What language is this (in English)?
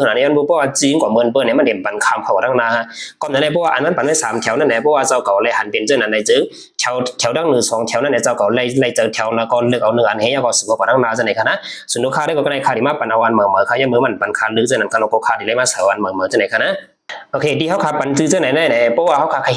Shan